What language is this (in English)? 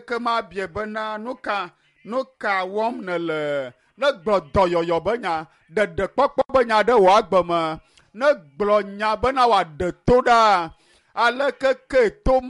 Ewe